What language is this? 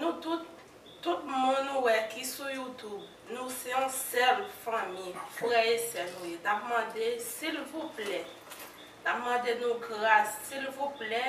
Haitian Creole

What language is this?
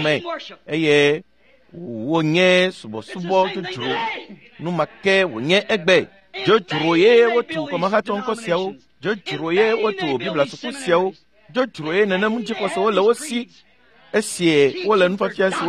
Ewe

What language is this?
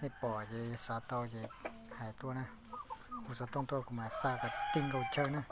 Hmong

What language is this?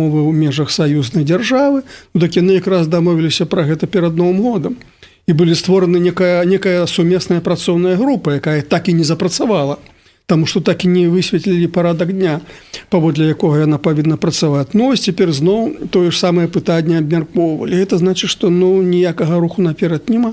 Belarusian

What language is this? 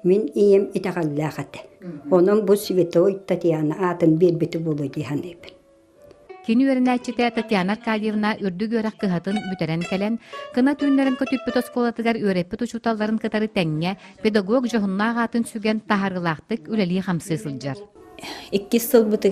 Yakut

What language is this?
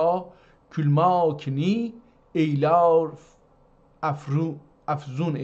South Azerbaijani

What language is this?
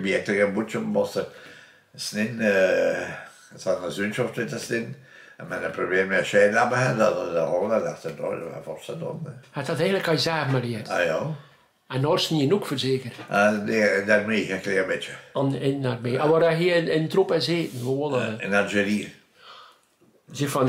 Dutch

